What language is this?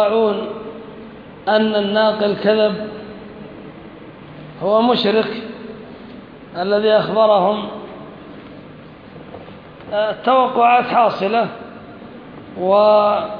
Arabic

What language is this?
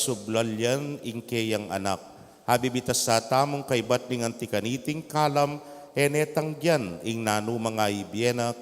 Pampanga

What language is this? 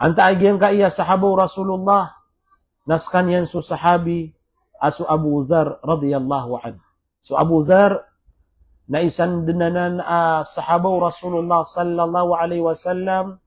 Maranao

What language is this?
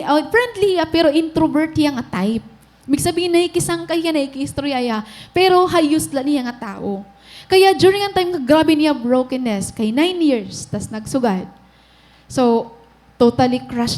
Waray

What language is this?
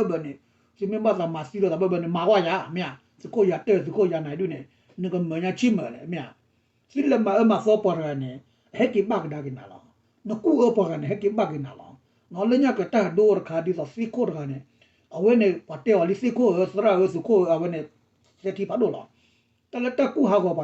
S'gaw Karen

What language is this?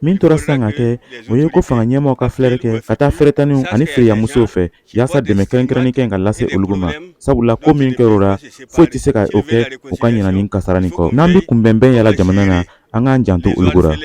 Bambara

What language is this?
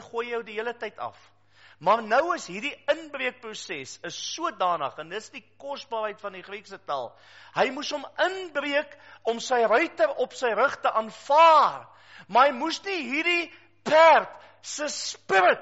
Afrikaans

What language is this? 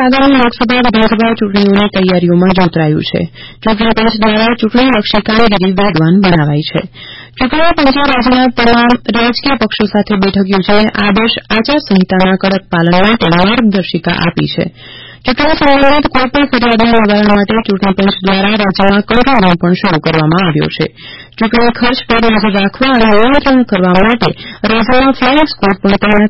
Gujarati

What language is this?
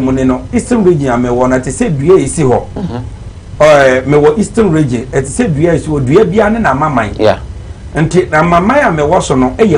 Akan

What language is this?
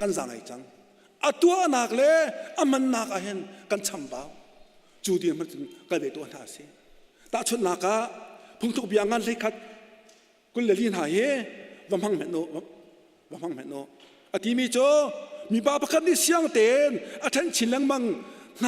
Hakha Chin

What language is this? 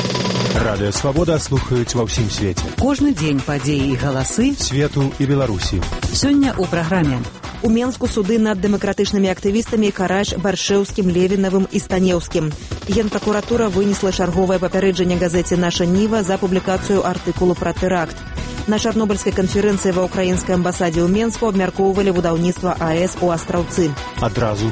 Belarusian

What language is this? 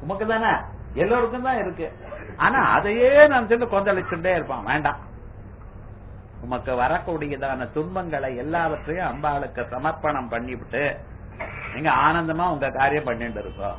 Tamil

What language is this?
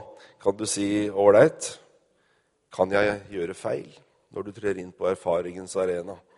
Norwegian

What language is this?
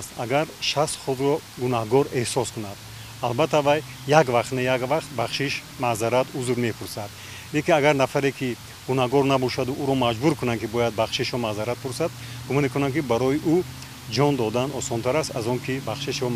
Tajik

